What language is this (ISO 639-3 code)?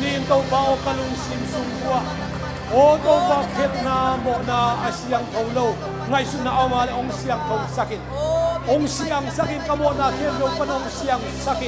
ctd